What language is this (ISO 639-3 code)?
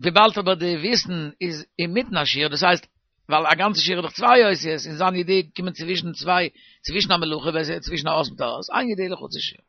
yid